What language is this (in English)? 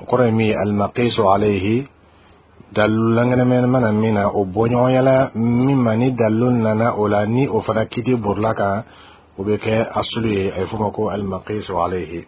Bambara